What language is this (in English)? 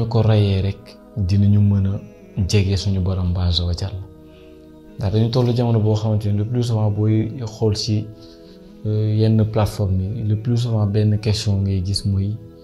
Wolof